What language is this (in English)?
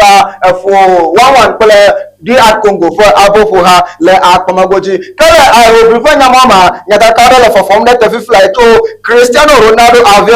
Ewe